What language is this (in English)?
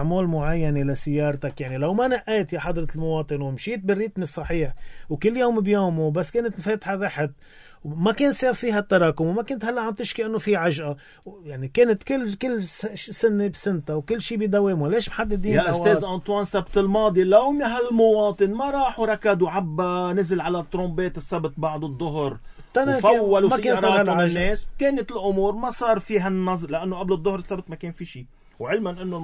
North Levantine Arabic